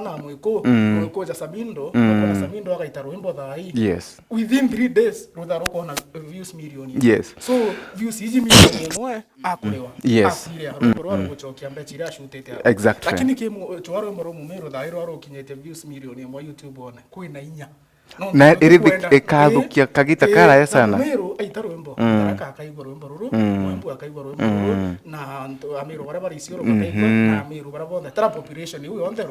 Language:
Meru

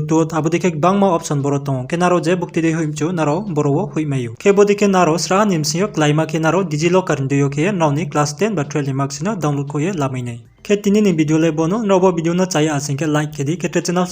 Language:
Riang (India)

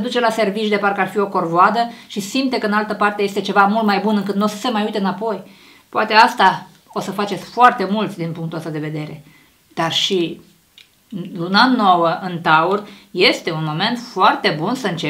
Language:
Romanian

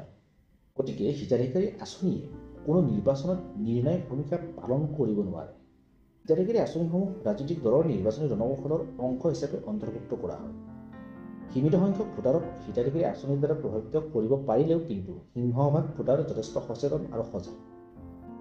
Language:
Assamese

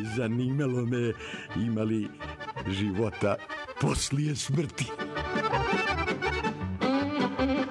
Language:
Croatian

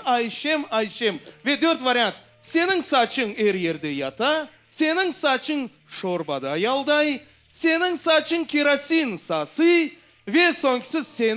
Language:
Crimean Tatar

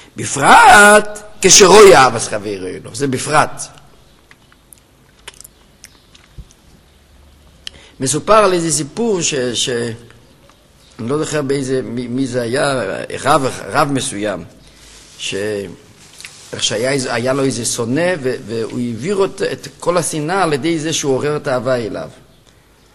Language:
Hebrew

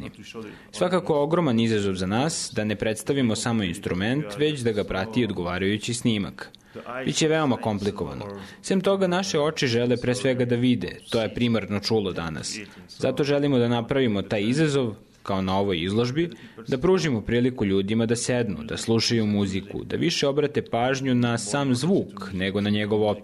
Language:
Serbian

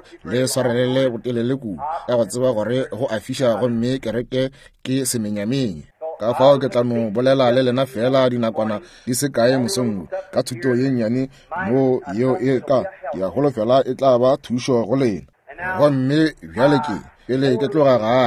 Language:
Northern Sotho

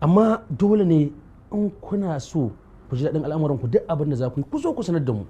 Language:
Hausa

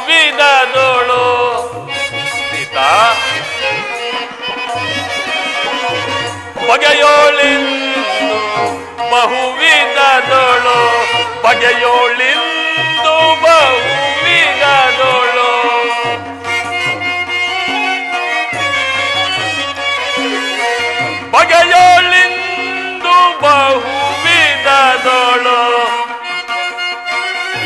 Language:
Kannada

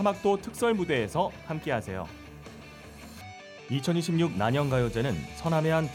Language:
Korean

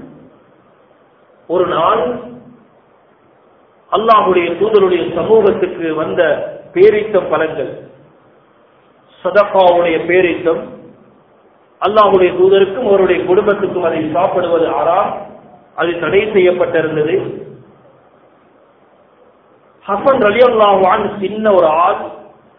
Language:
Tamil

